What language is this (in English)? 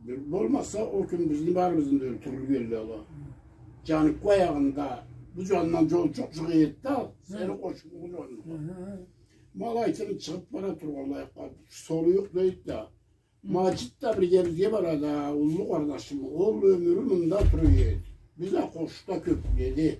Karachay-Balkar